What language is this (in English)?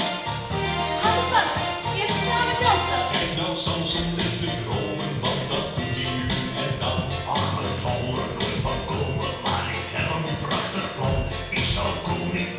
Dutch